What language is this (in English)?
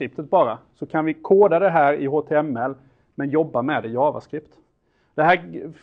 Swedish